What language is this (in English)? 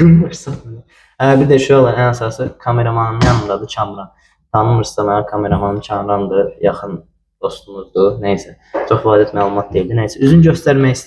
Azerbaijani